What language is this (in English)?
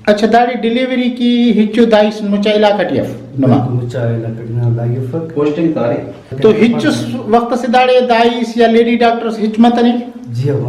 Brahui